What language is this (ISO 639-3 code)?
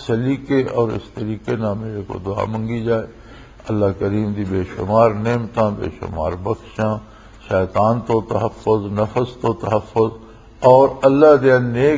lah